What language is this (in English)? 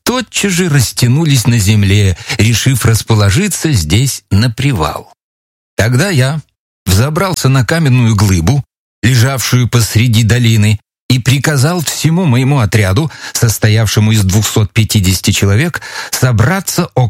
Russian